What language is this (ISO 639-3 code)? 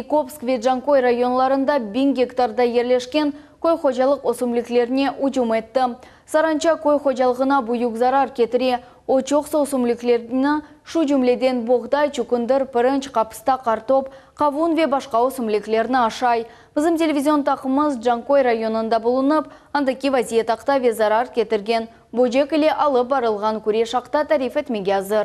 crh